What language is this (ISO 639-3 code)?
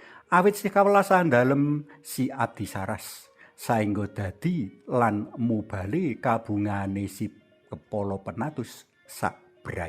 jav